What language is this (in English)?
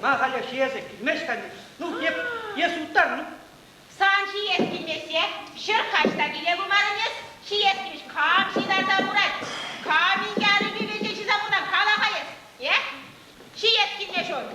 Chuvash